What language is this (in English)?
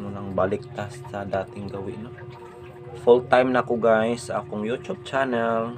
Cebuano